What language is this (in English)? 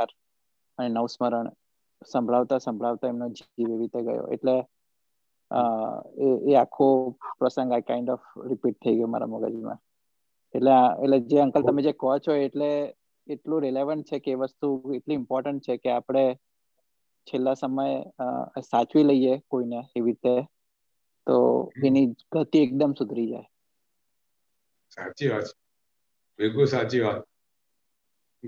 Gujarati